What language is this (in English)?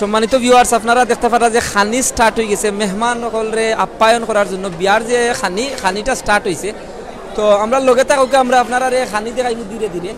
Sylheti